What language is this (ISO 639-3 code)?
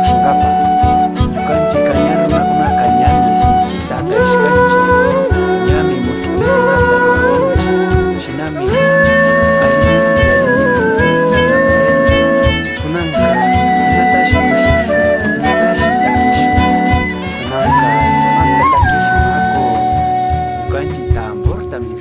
qvi